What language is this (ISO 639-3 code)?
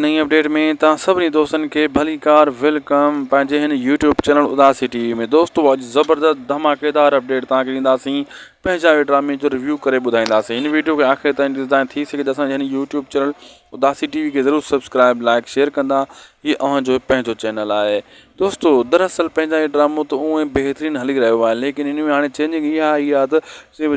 snd